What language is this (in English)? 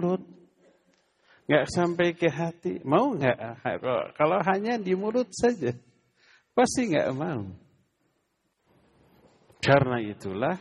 Indonesian